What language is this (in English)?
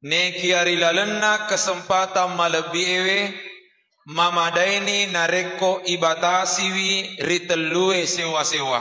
Buginese